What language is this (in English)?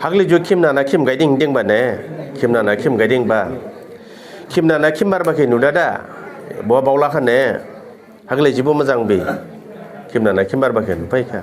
Dimasa